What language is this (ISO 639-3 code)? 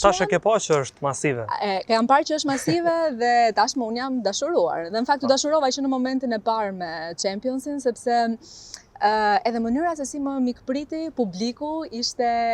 sqi